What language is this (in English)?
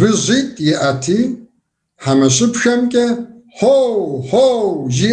Kabardian